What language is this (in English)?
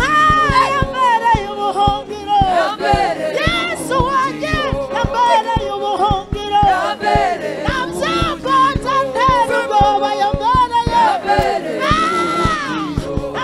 Kinyarwanda